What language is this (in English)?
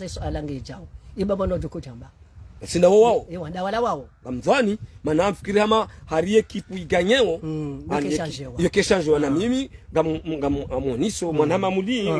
Ngazidja Comorian